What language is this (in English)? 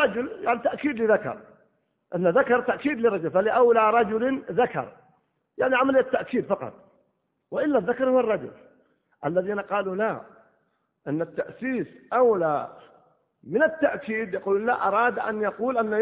Arabic